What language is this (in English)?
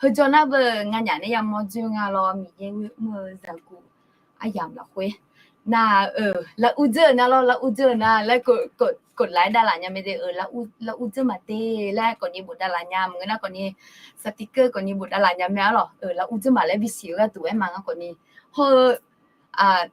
Akha